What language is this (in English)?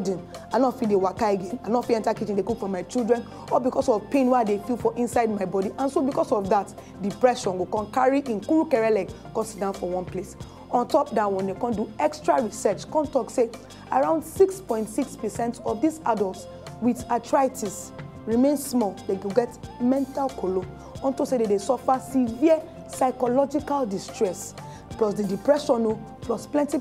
Nigerian Pidgin